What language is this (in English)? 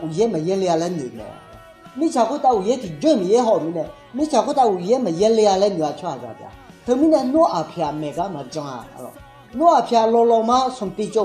Akha